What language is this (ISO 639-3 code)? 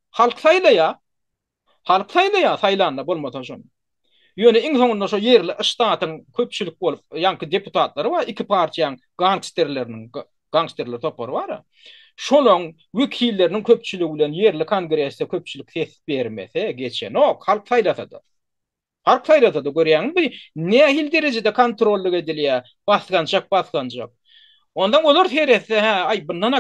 tuk